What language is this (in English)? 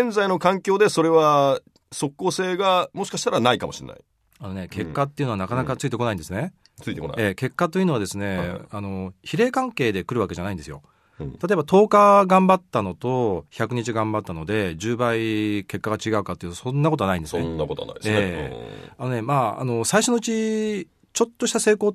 Japanese